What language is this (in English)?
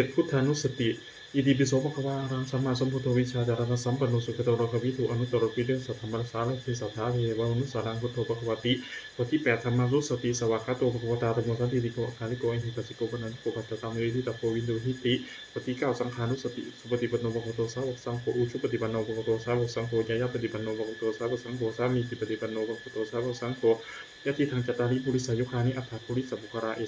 Pali